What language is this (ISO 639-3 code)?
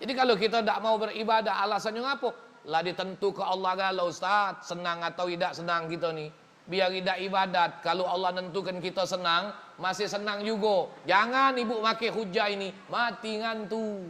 mui